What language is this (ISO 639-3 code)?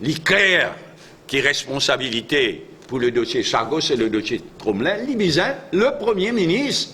mfe